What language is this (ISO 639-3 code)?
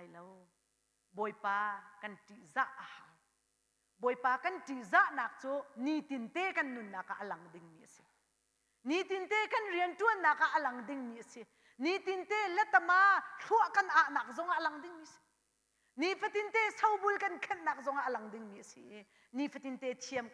cnh